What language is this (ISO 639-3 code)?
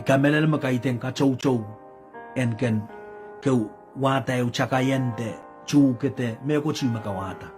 pon